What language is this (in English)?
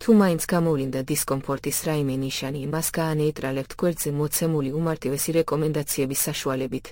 Georgian